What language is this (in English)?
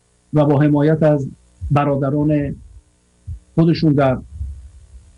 Persian